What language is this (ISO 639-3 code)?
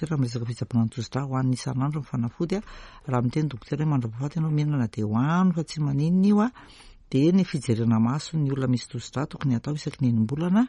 mlg